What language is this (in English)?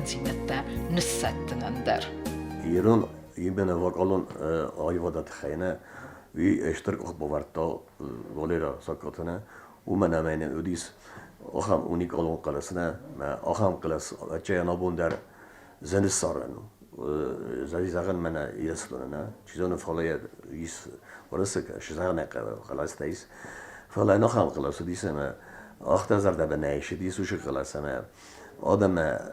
Ossetic